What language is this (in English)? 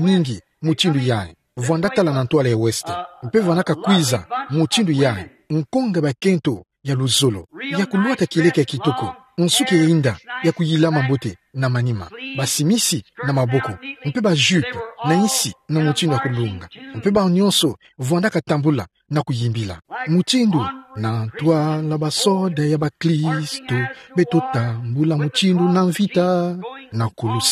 Kituba (Democratic Republic of Congo)